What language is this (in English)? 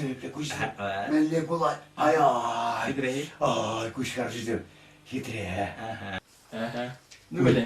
Chuvash